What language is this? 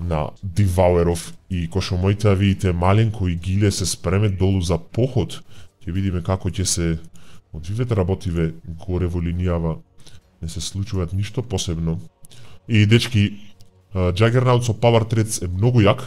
Macedonian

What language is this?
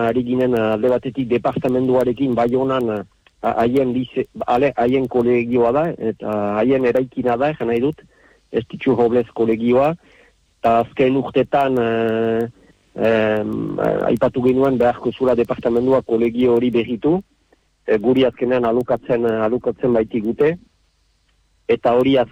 Basque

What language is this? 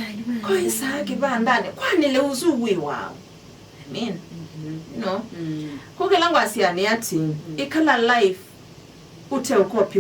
Kamba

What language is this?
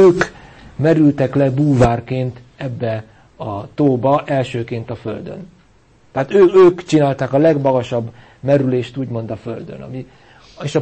Hungarian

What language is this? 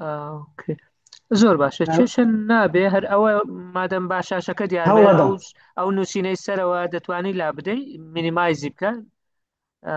Central Kurdish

